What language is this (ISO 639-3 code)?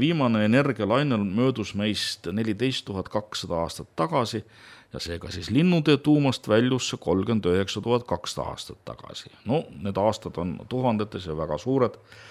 est